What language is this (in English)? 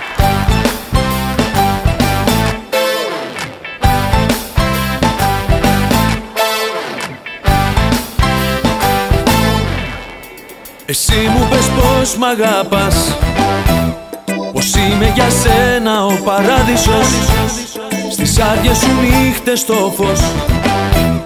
Greek